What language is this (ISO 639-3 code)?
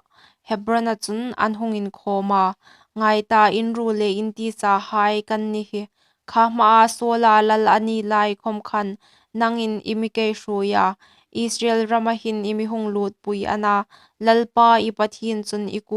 hmr